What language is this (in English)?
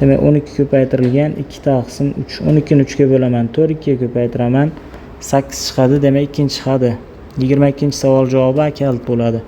Uzbek